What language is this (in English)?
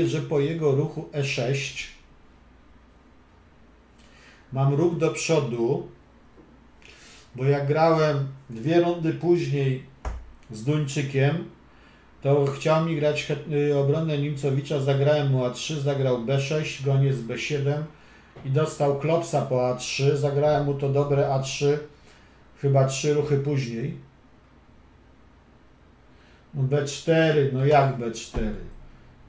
Polish